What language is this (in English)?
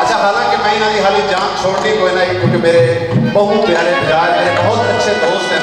Saraiki